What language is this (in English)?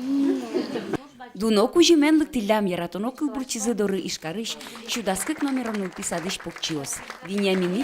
Udmurt